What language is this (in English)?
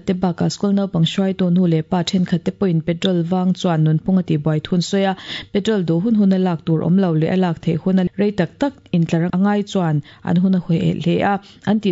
Mizo